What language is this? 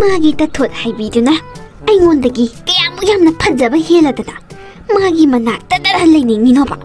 Manipuri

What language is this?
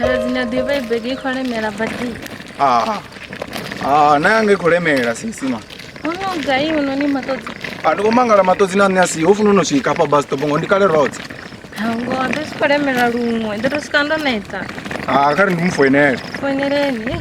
Venda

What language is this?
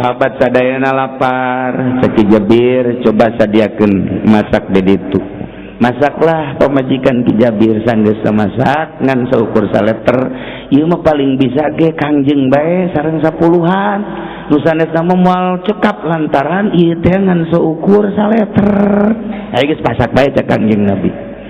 Sundanese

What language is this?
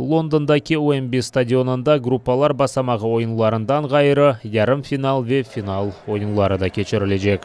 Crimean Tatar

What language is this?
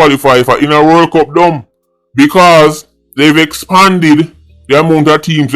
Jamaican Creole English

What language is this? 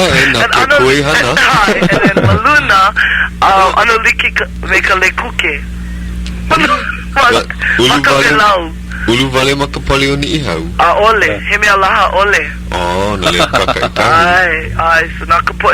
Hawaiian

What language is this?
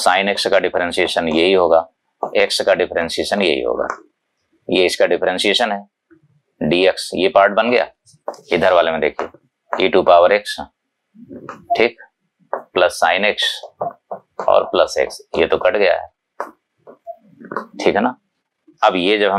Hindi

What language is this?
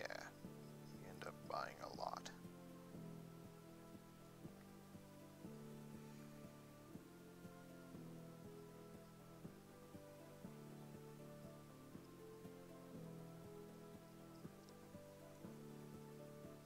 English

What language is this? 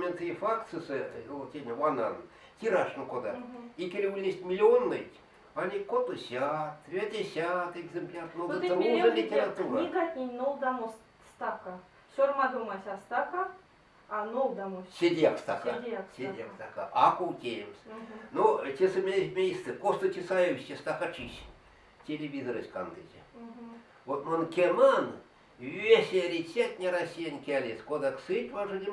Erzya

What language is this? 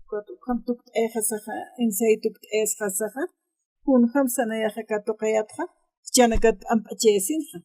Aymara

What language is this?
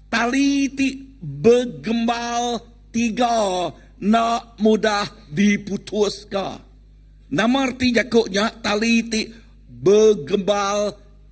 Iban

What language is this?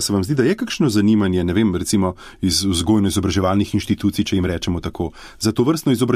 Slovenian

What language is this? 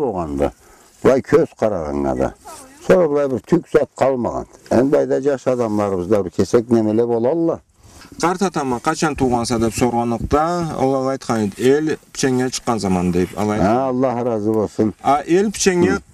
Karachay-Balkar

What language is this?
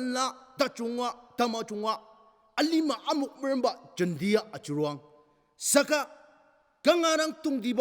Ao Naga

